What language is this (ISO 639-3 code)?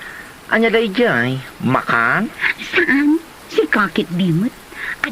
ilo